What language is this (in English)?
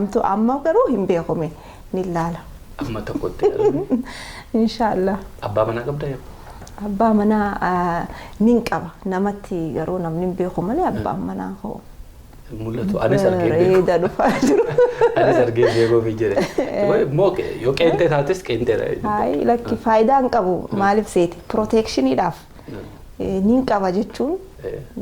Oromo